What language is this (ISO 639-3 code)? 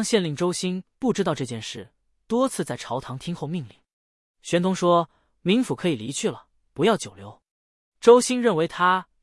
zho